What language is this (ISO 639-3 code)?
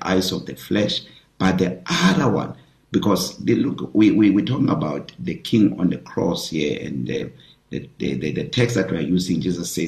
eng